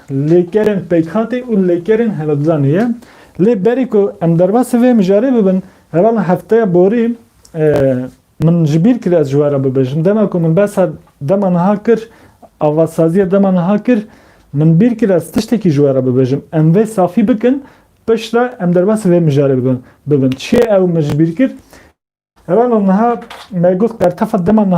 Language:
Kurdish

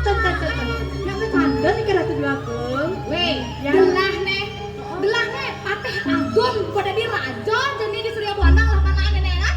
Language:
Balinese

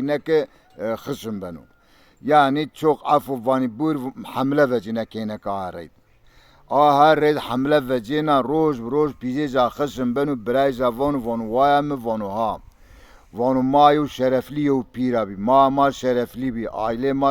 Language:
Zaza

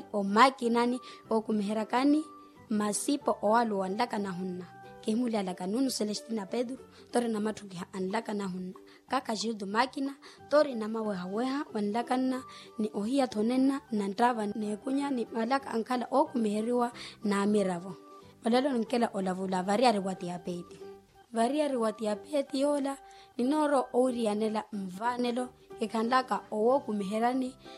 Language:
Makhuwa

